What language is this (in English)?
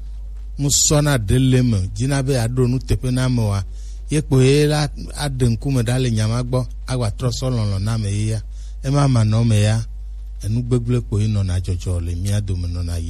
Gen